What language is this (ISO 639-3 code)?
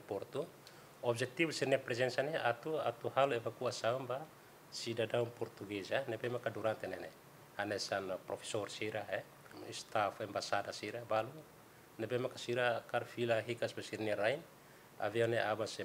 tet